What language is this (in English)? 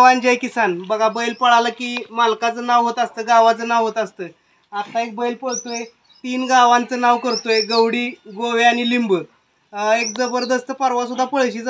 Marathi